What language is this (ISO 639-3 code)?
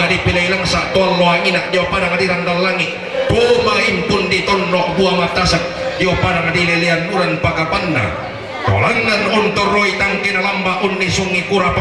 sda